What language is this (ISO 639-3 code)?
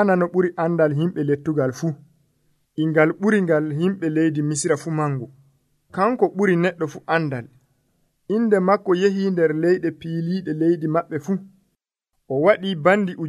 fuv